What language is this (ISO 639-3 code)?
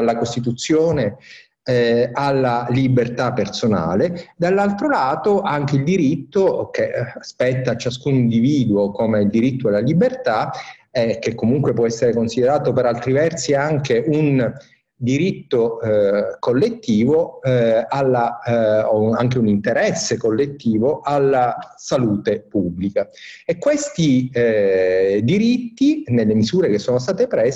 ita